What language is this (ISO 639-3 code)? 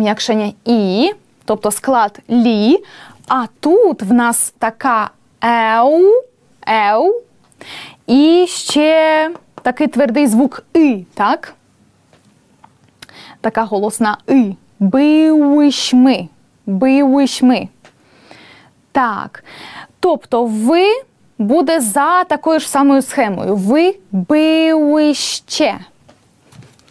ukr